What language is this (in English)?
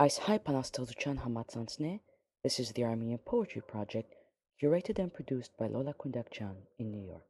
Armenian